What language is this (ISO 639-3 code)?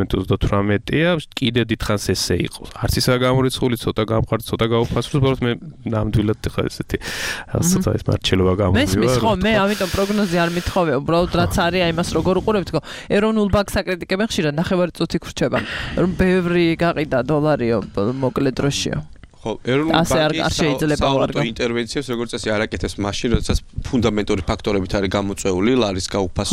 kat